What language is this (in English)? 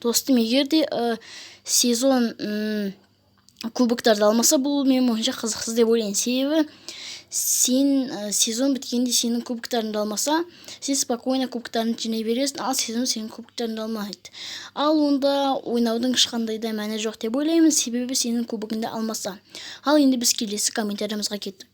Kazakh